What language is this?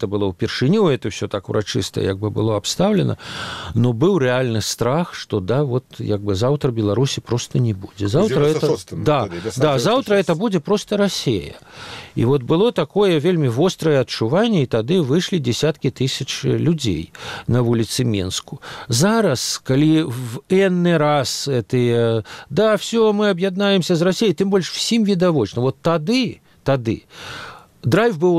Belarusian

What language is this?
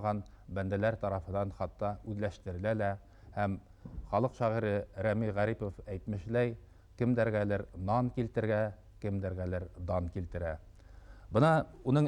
Bashkir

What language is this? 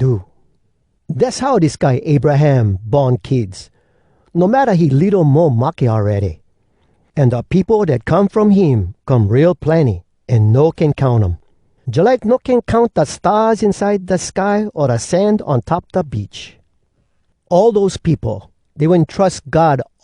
Hawai'i Creole English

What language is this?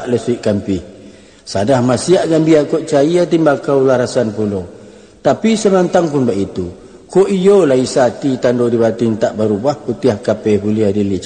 Minangkabau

